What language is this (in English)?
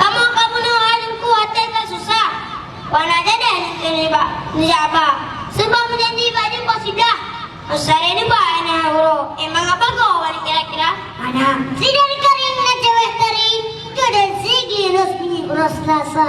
Achinese